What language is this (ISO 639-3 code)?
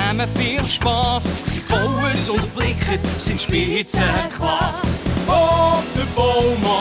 gsw